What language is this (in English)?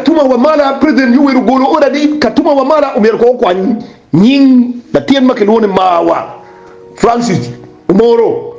Acoli